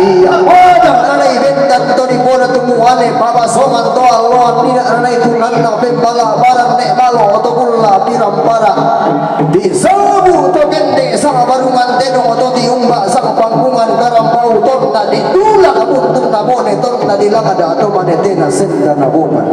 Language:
Toraja-Sa'dan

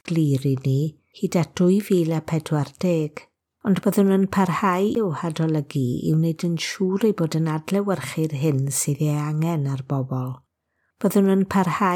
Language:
Welsh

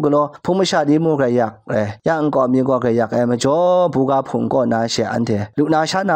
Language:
Kachin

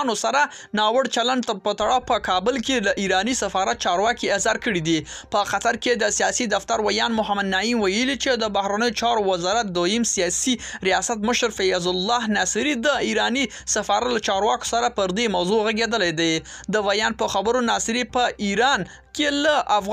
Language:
Pashto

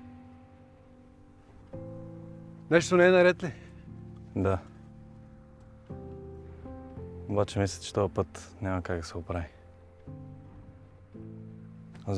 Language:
Bulgarian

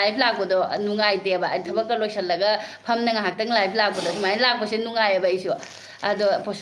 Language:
Manipuri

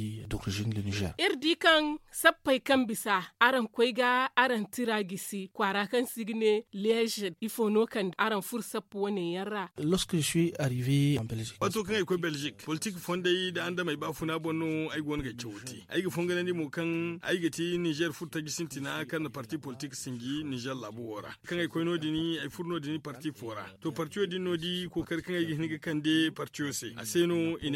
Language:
Zarma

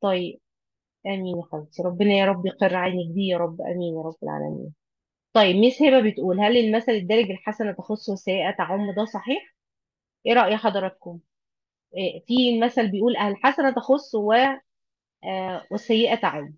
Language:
Egyptian Arabic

